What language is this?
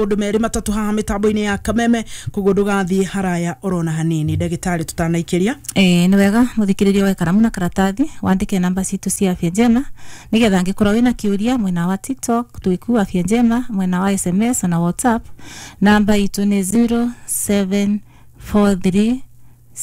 Kikuyu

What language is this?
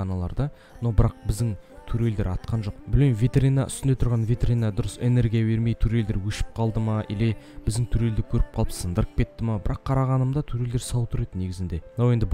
Kazakh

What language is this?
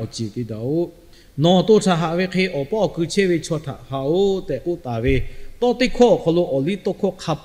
Lahu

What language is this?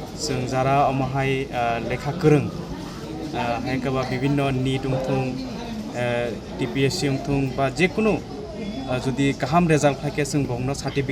Kok Borok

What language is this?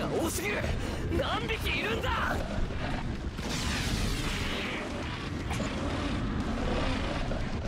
Japanese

